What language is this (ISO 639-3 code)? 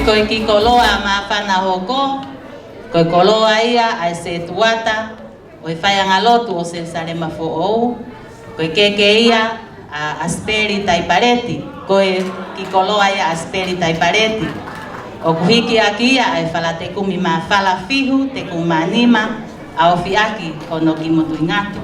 ton